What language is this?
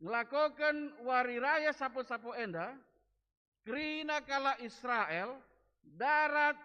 Batak Karo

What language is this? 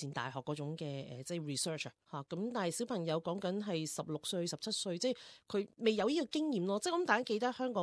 Cantonese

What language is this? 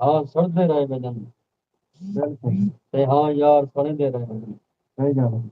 Saraiki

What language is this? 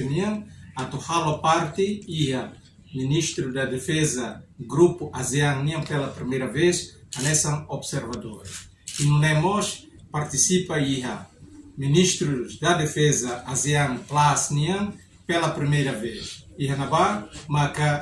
Tetum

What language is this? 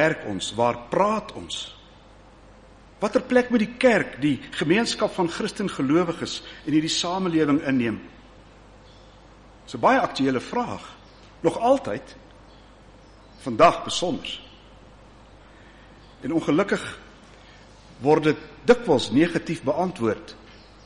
Afrikaans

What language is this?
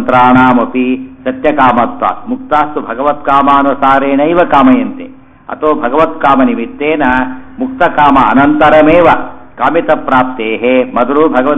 Kannada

